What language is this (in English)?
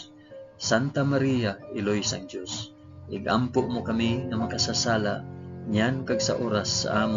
Hiligaynon